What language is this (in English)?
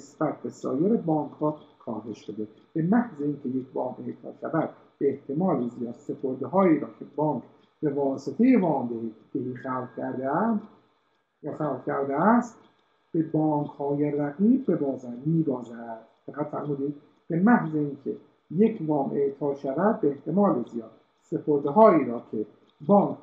Persian